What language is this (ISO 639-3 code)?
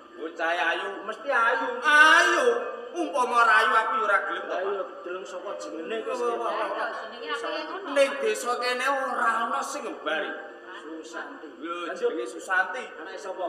jav